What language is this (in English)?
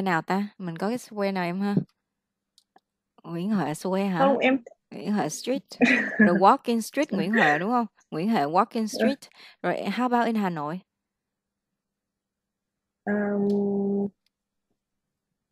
Vietnamese